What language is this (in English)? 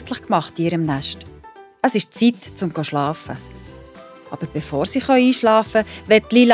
Swiss German